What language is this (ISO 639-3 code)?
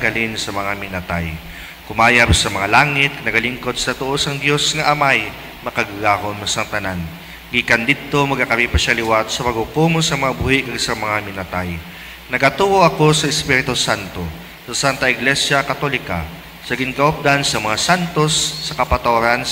hil